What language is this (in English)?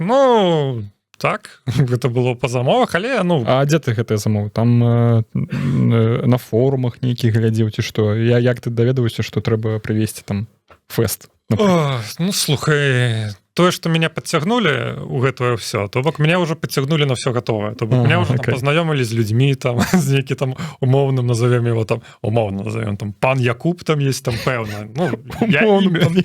Belarusian